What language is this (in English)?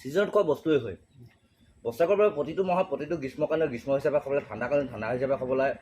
Assamese